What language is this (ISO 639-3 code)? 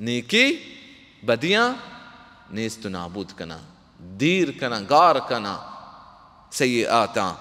bal